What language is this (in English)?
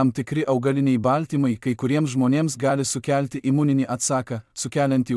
Lithuanian